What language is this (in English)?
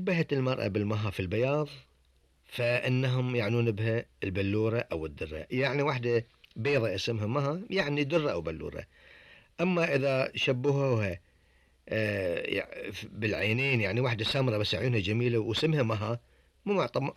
Gulf Arabic